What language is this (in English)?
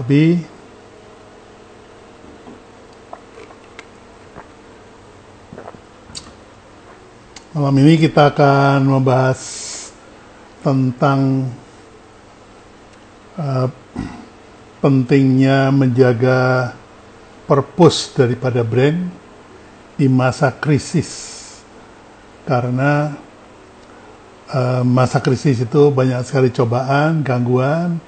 Indonesian